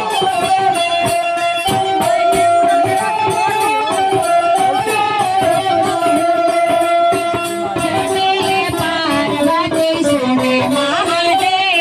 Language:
Bhojpuri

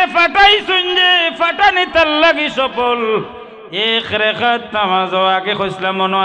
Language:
Sylheti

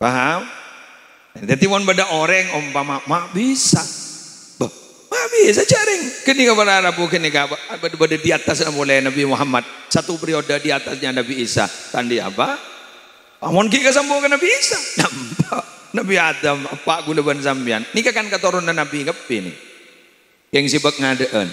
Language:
Madurese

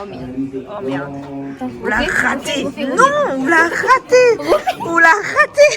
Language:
Réunion Creole French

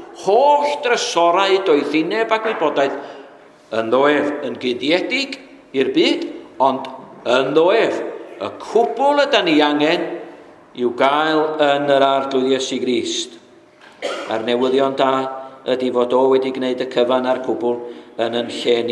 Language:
Welsh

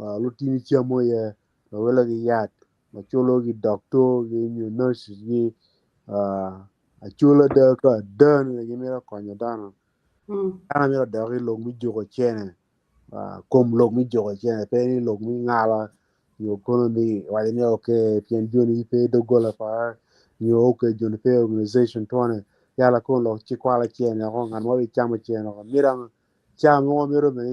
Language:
Acoli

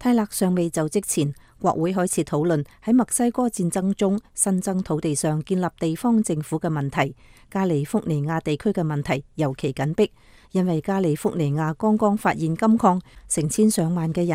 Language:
Cantonese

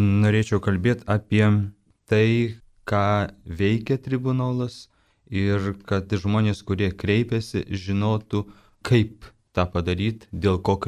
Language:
Lithuanian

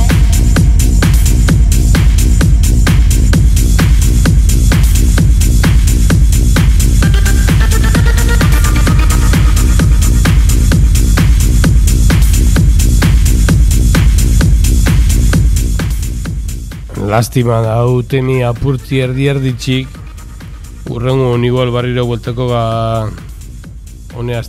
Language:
Basque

